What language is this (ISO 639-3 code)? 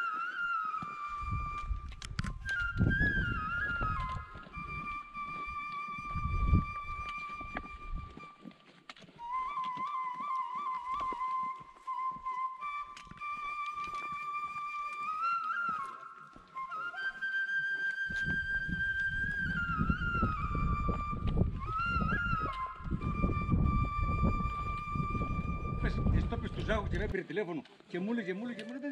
ell